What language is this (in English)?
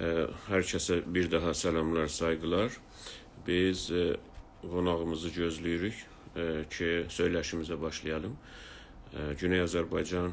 South Azerbaijani